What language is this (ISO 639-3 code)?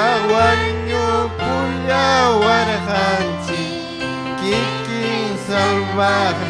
quy